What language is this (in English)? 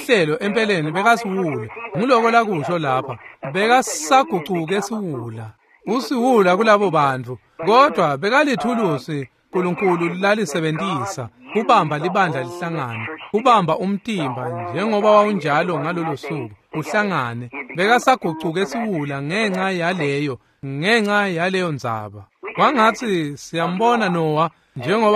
Swati